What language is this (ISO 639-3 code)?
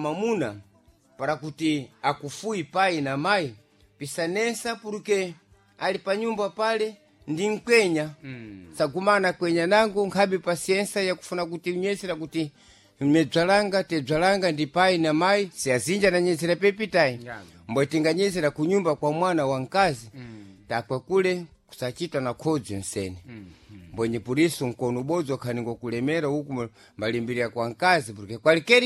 seh